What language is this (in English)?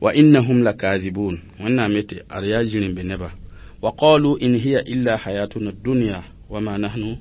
Mossi